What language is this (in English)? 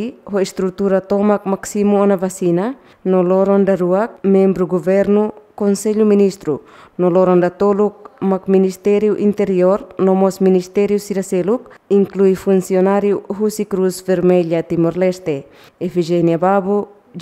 Tetum